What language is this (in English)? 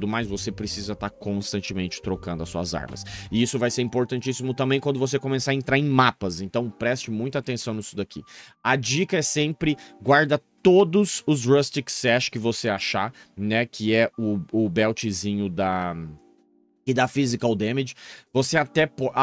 Portuguese